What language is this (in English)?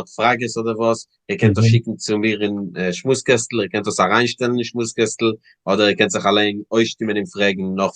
Yiddish